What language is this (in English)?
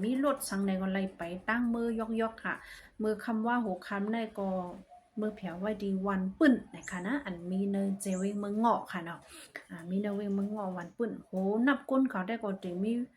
Shan